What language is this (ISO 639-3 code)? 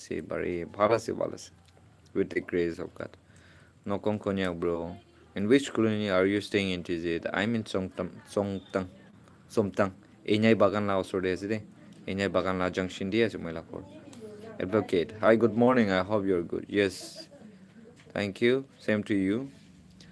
nag